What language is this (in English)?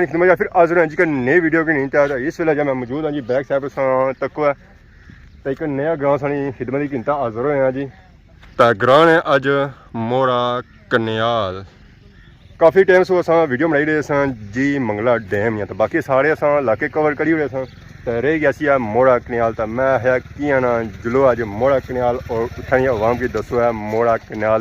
Pahari-Potwari